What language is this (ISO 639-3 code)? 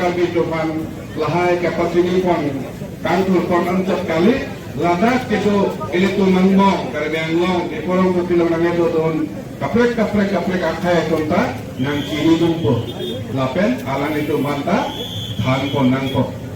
mjw